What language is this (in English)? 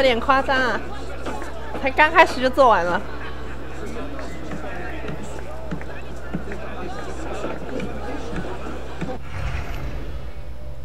Chinese